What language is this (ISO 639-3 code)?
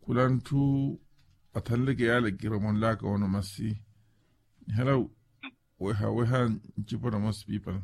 vmw